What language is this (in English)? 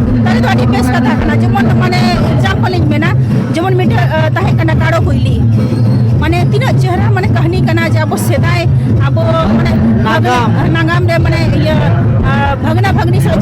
Santali